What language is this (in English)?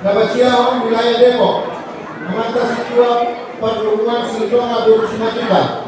Batak Toba